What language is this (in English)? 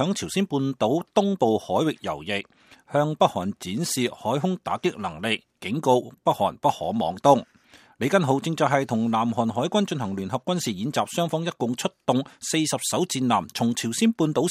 Cantonese